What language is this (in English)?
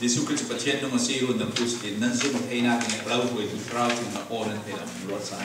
Falam Chin